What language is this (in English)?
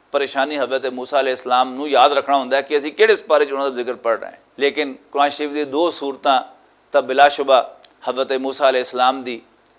Western Panjabi